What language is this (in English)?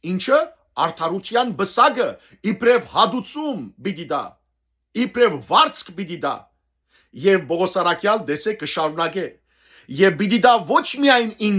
Western Armenian